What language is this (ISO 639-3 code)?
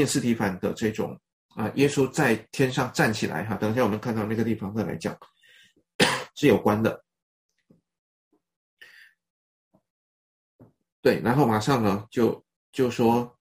zho